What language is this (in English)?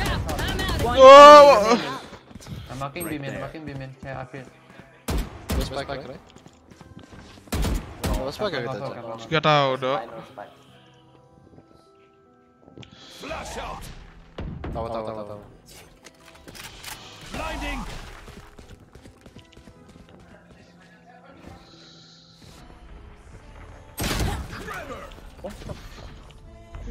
Indonesian